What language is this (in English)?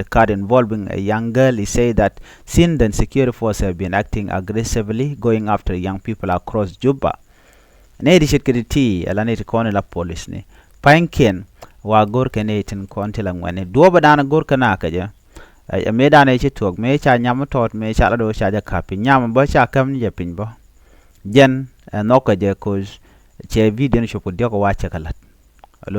Nuer